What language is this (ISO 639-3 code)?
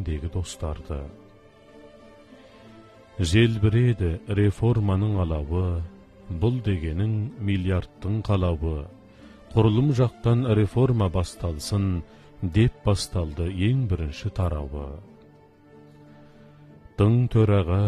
kaz